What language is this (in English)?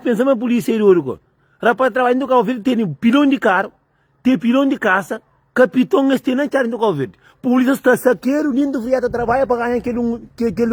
Kabuverdianu